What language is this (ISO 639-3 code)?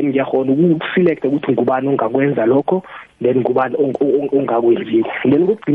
nbl